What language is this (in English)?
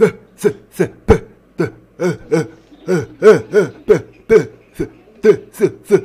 Tunisian Arabic